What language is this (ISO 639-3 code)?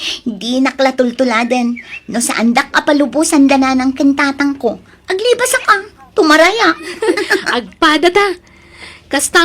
ilo